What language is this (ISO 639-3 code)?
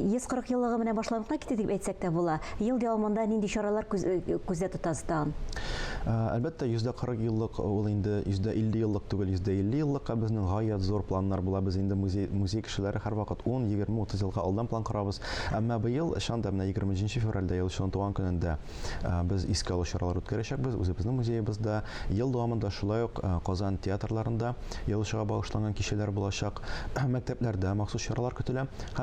tat